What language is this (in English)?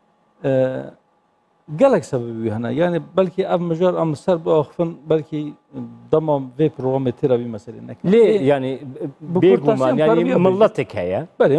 Kurdish